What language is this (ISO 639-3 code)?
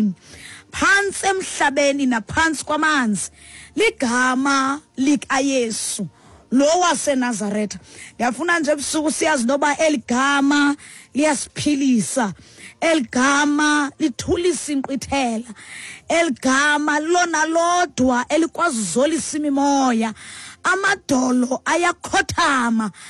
xho